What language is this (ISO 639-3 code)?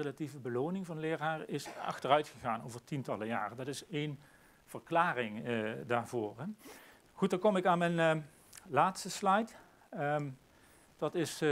nld